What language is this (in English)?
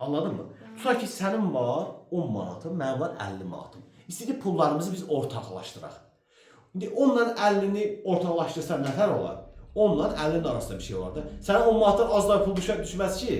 Azerbaijani